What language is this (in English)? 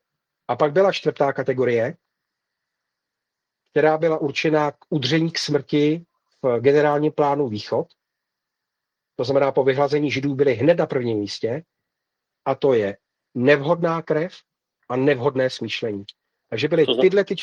Czech